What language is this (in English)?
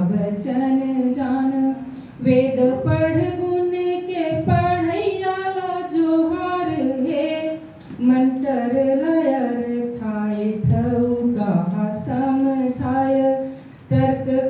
Chhattisgarhi